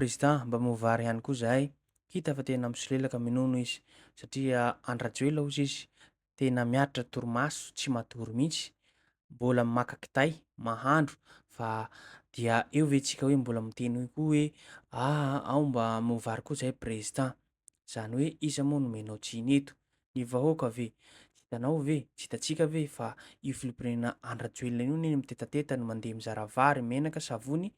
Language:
Malagasy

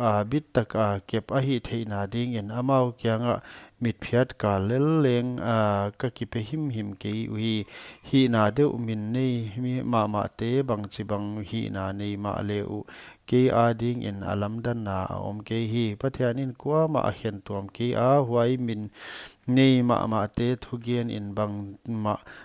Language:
Paite Chin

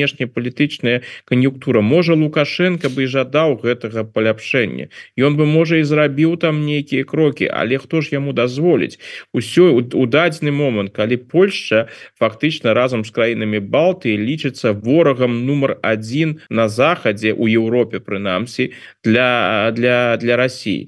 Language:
Belarusian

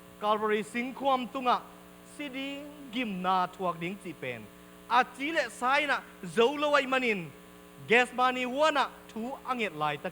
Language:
Tedim Chin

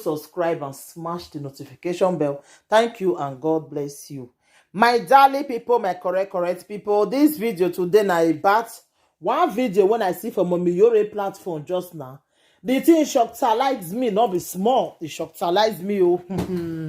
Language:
Nigerian Pidgin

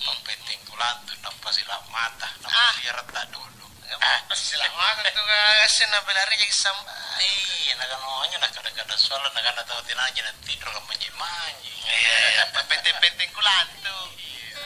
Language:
Makasar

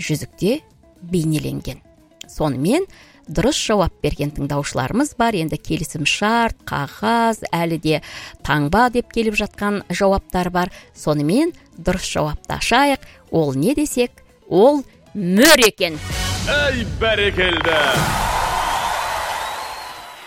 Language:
Kazakh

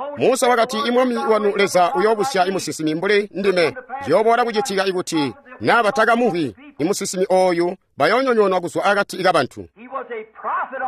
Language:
Tonga (Zambia)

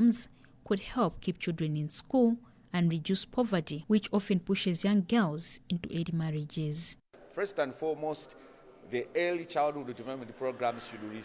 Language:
English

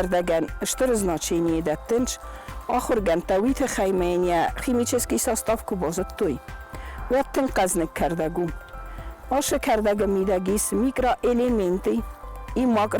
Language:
Ossetic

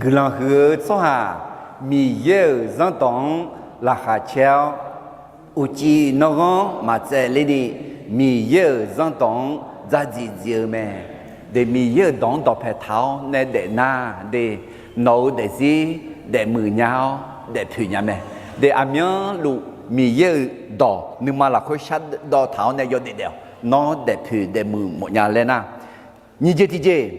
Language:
Akha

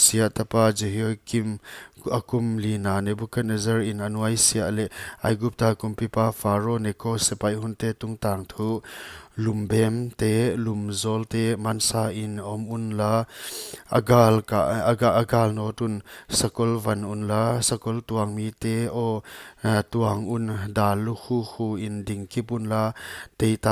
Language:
Paite Chin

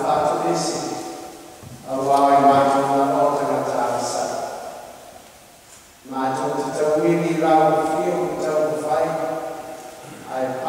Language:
Samoan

